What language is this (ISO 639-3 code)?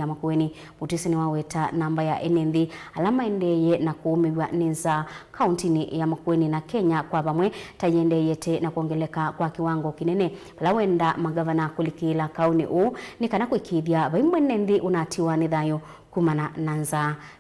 kam